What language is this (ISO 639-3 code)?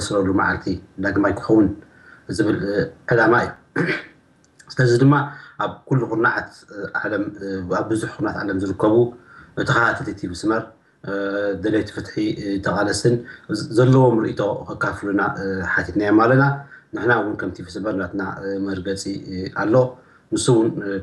tir